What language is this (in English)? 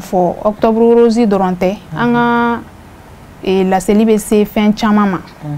Bambara